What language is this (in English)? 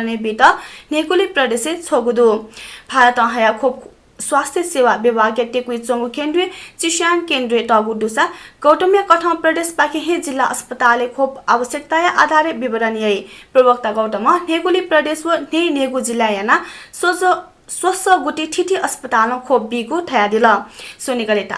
Newari